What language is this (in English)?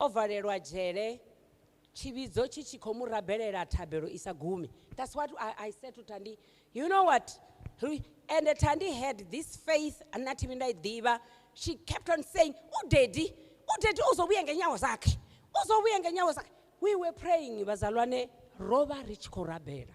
Venda